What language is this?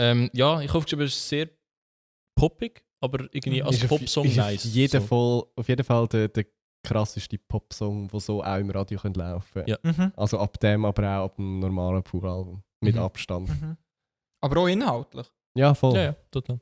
Swiss German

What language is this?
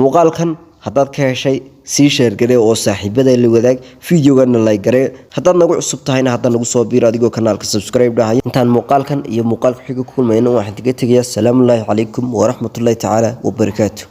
Somali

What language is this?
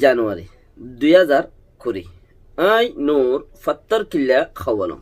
Rohingya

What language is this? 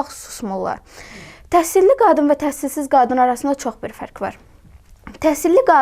Azerbaijani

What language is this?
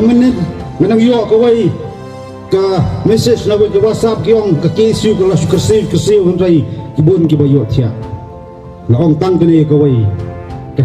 Khasi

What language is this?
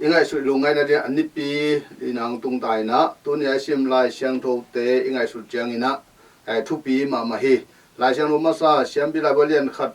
Tedim Chin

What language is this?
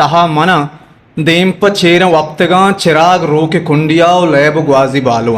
Eastern Balochi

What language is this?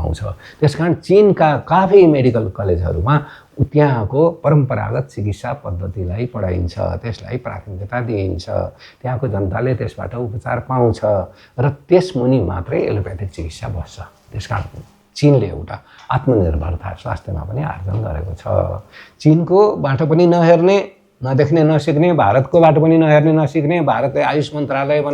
Nepali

